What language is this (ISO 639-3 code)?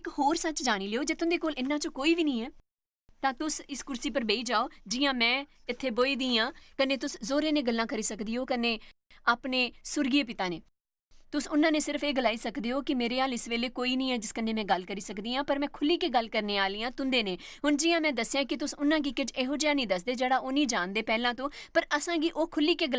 doi